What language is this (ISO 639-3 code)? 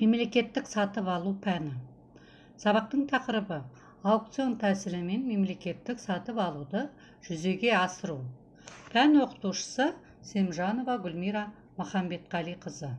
kaz